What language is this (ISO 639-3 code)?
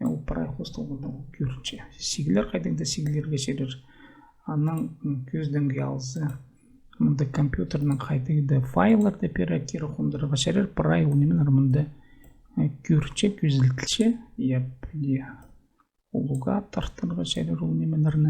kjh